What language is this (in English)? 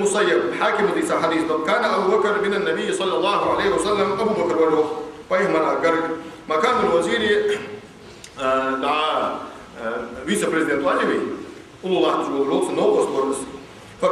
Ingush